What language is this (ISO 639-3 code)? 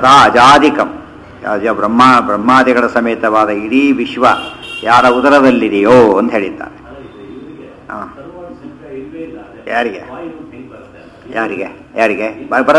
kan